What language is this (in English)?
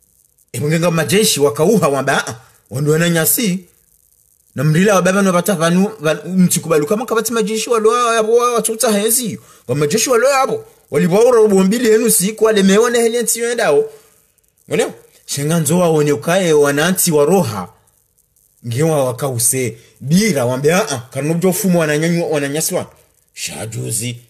Swahili